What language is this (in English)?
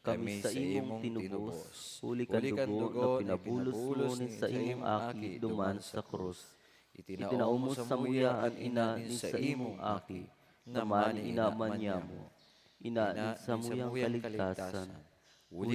Bikol